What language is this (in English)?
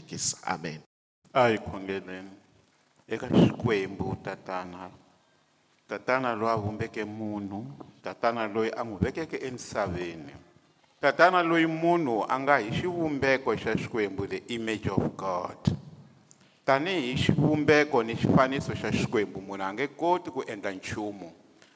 Tsonga